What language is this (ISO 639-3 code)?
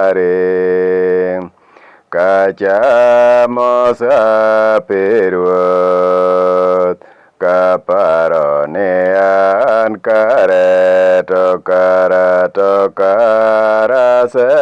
luo